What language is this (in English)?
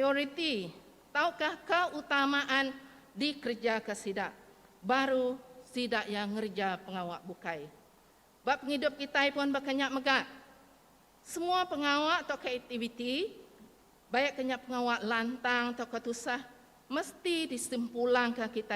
Iban